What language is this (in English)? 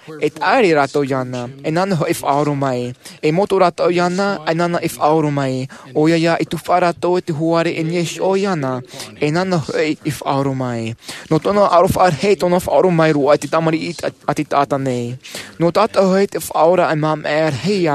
Tahitian